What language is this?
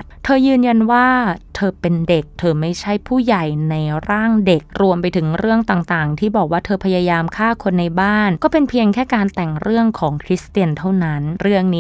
Thai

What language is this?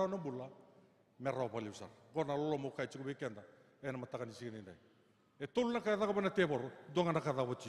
Fijian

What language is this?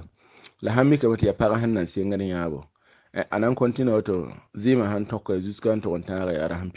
Mossi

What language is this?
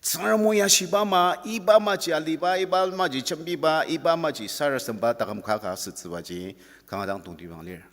Ao Naga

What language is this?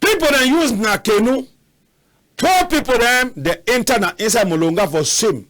Cameroon Pidgin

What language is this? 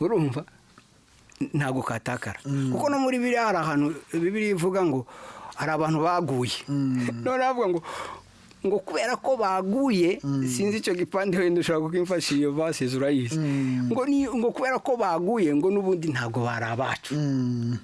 Kinyarwanda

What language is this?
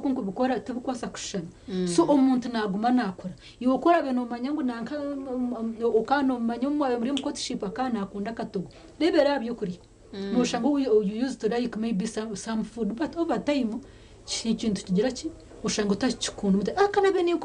Nyankole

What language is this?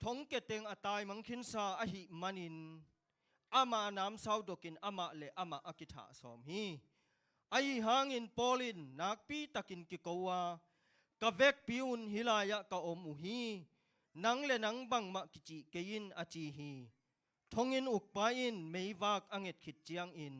Tedim Chin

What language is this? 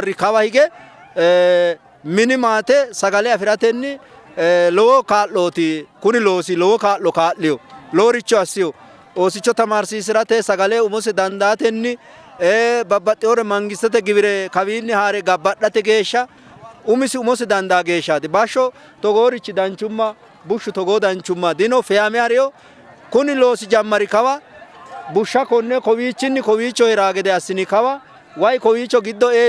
Sidamo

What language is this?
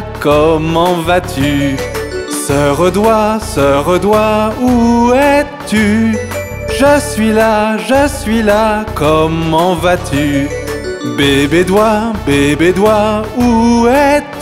French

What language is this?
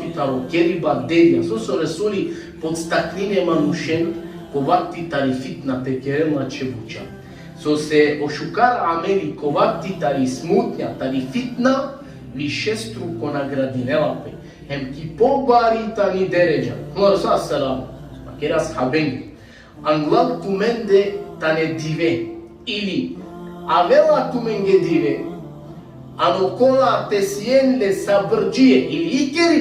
Balkan Romani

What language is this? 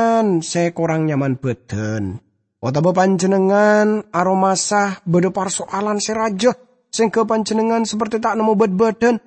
Madurese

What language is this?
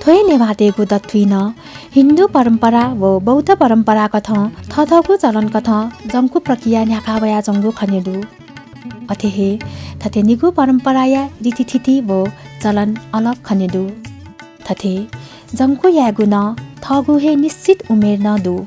Newari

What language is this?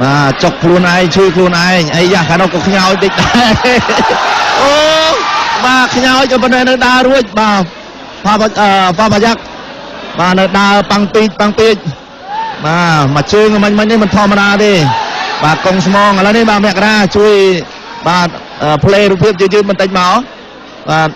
Khmer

